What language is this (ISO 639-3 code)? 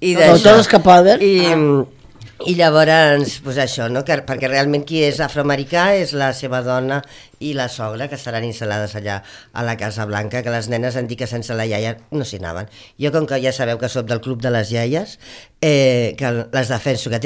cat